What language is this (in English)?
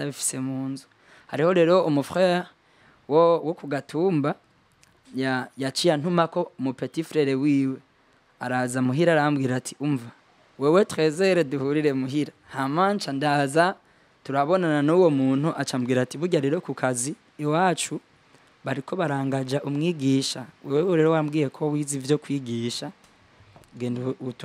Rundi